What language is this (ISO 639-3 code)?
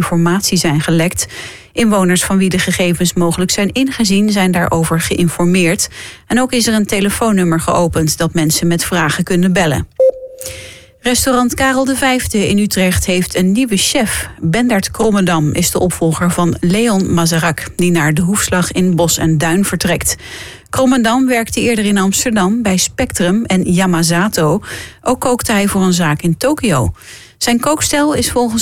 nld